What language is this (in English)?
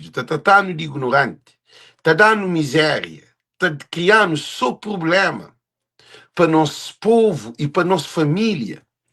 Kabuverdianu